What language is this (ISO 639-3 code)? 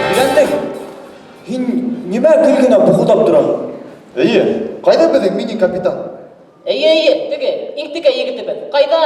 bak